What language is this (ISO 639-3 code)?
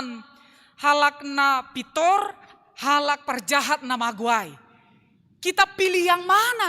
bts